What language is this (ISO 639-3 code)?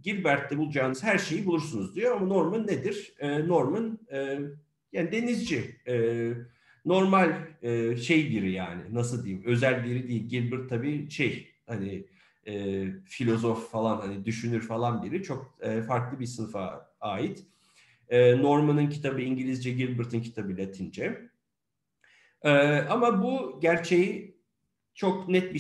tur